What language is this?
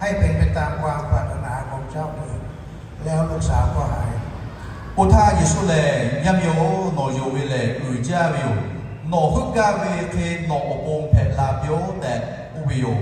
Lahu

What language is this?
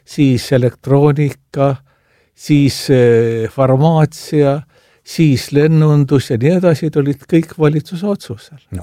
Estonian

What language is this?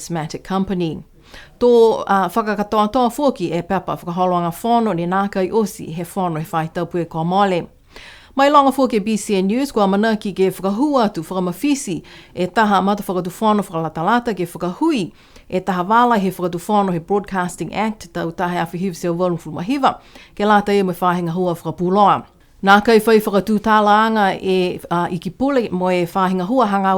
Niuean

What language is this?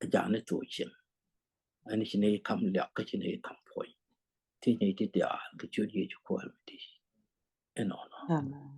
Nuer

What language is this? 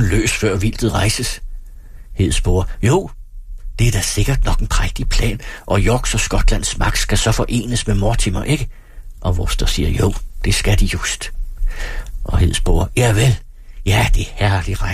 Danish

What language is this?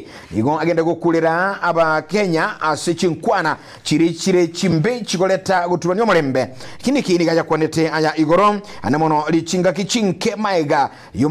Gusii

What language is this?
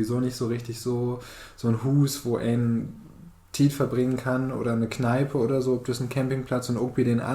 Low German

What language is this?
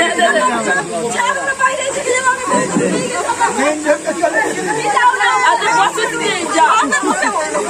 Bangla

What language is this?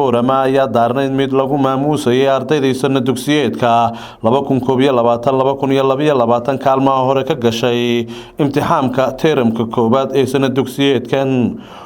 Somali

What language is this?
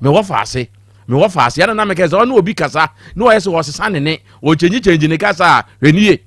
Akan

